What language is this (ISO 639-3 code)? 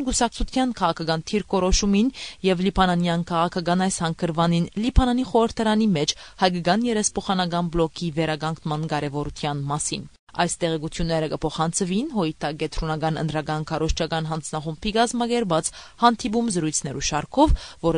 hyw